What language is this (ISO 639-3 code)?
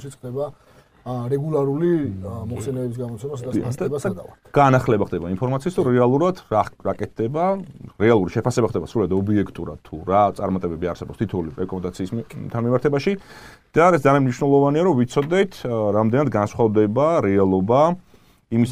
kat